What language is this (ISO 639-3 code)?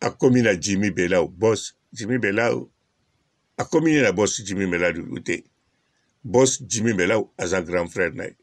lin